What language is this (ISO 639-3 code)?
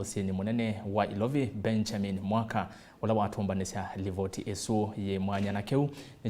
kam